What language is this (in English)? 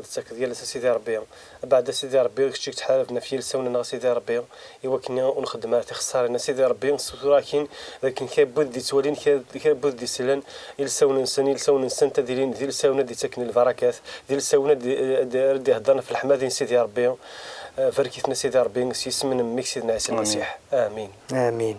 Kabyle